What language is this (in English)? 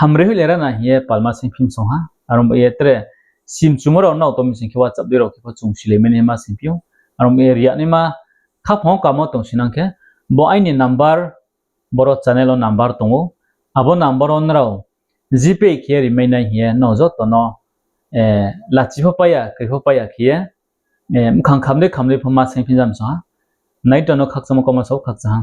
Riang (India)